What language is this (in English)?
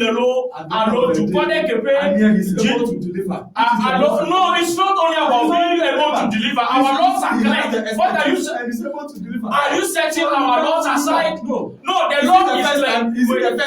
Ewe